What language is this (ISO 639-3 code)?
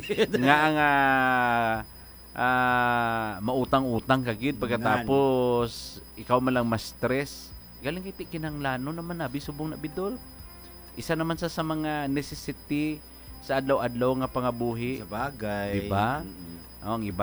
hil